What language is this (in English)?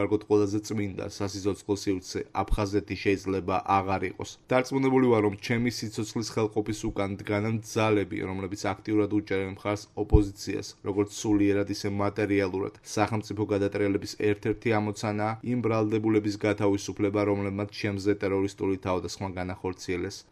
Georgian